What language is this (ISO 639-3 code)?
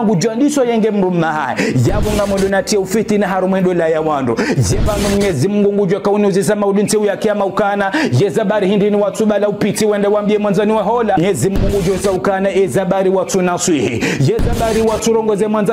zdj